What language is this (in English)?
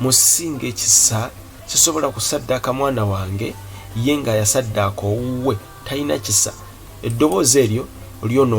Ganda